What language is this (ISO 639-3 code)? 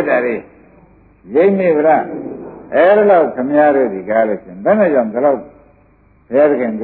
mya